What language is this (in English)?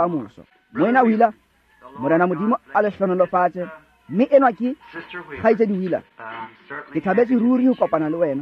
Tswana